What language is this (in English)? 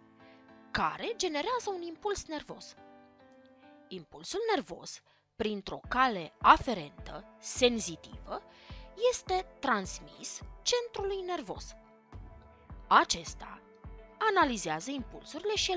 Romanian